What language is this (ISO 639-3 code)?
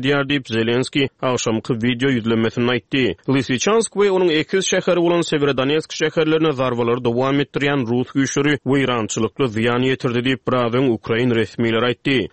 tuk